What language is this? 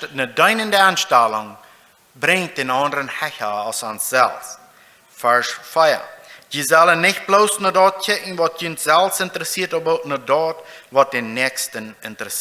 Plautdietsch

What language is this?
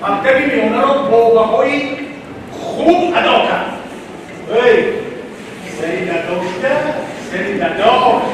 Tajik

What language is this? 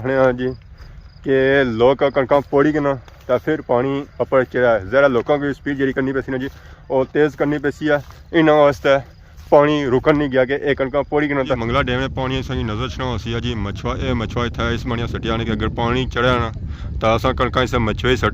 Pahari-Potwari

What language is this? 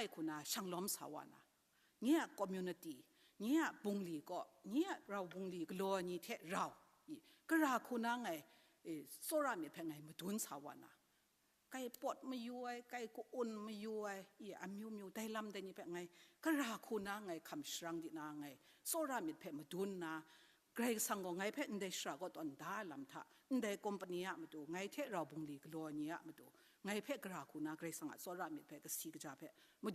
Kachin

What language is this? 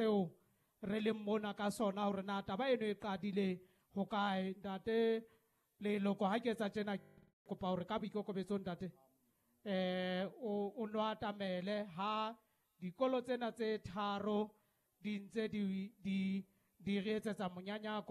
Southern Sotho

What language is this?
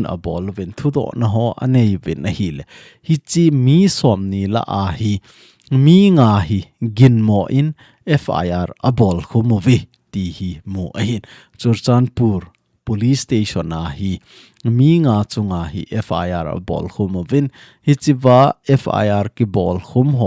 Thado Chin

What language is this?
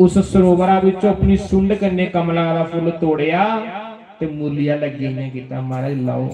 Dogri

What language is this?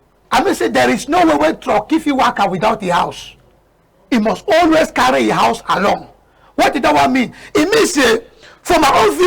Cameroon Pidgin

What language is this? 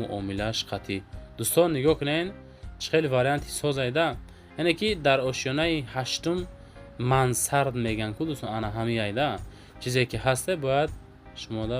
Tajik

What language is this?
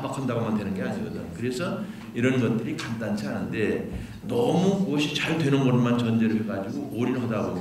Korean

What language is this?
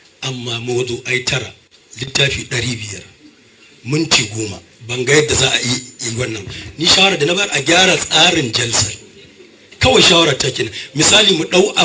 Hausa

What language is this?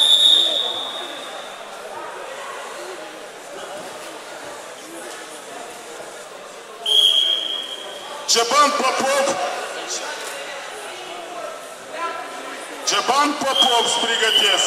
Romanian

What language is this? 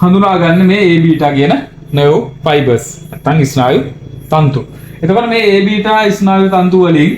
Sinhala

